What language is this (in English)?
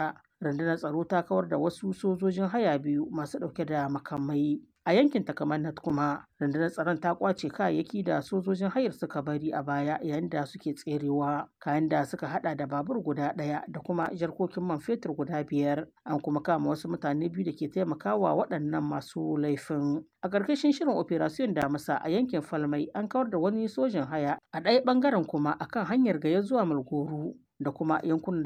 Hausa